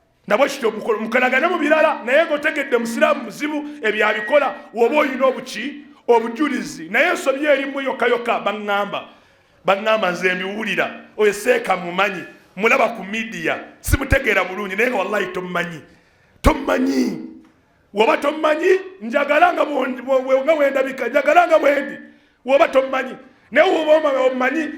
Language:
Ganda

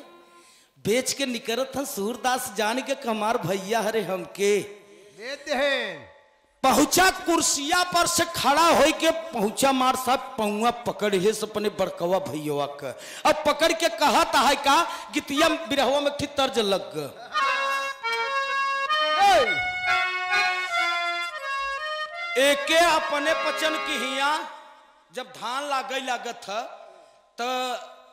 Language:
Bhojpuri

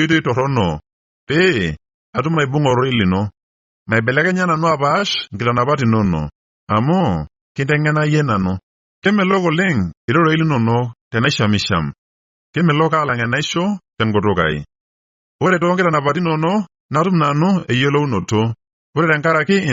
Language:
Masai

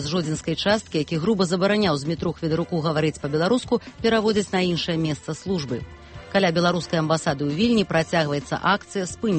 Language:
Belarusian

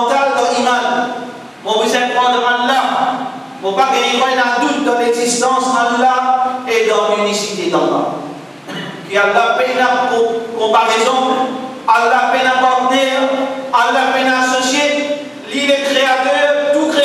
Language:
Morisyen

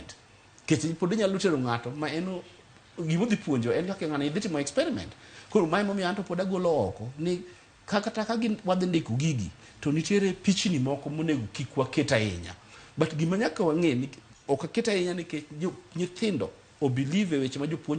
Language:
Luo (Kenya and Tanzania)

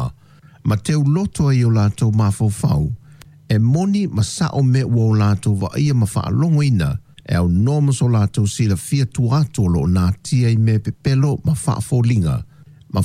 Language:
Samoan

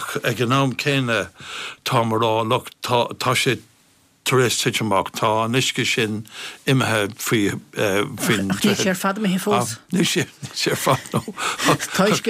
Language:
Irish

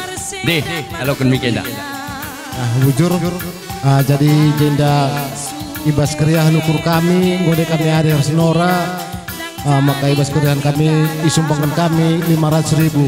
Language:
Batak Karo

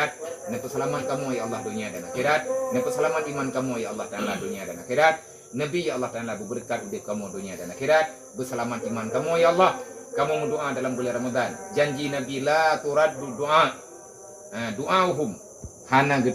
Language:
Achinese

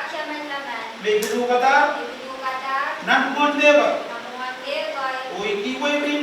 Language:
Pohnpeian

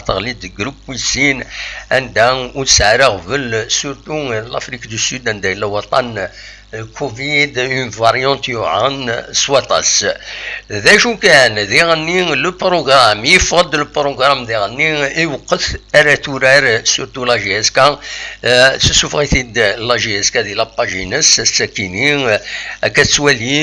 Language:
Kabyle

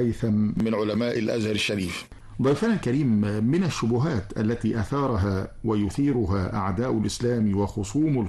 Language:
Arabic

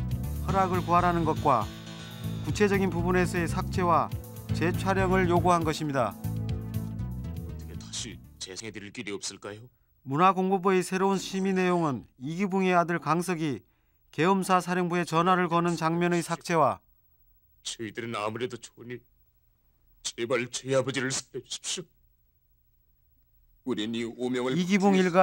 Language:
Korean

